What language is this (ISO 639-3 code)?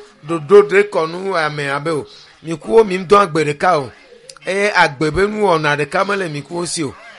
ewe